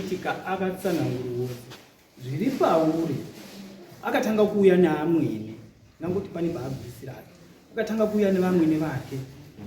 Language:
Shona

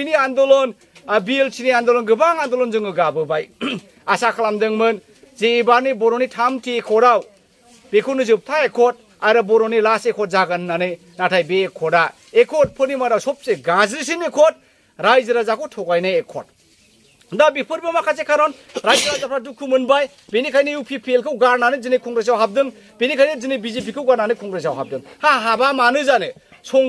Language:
Bodo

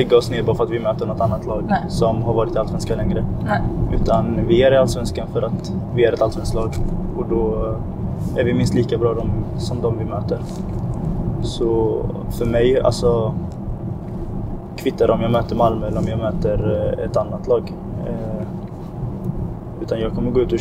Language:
Swedish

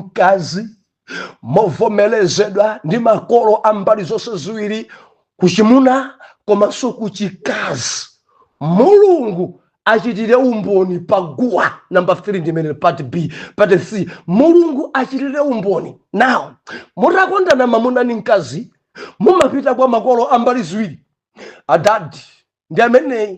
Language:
Nyanja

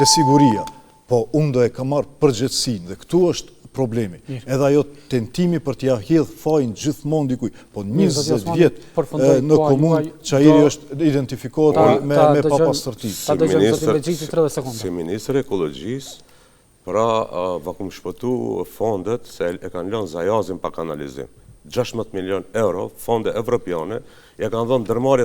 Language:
Albanian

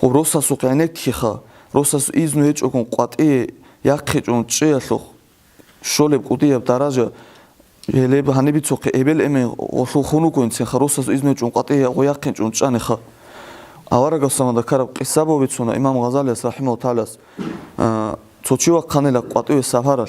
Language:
Avaric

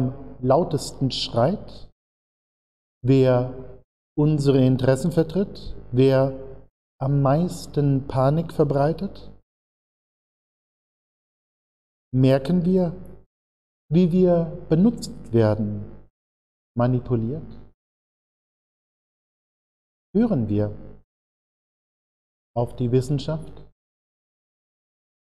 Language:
German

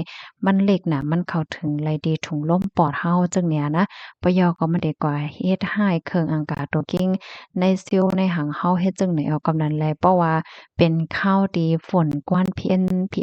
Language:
Shan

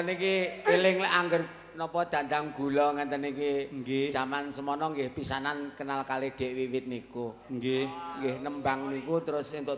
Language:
Javanese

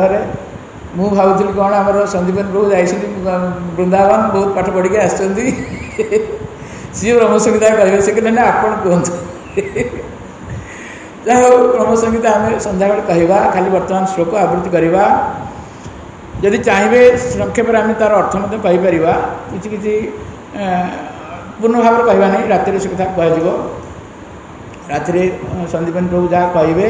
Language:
Odia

